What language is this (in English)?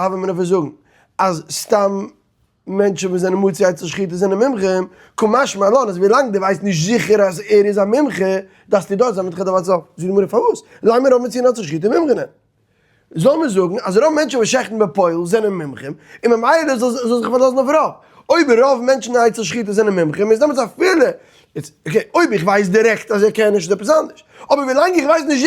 Yiddish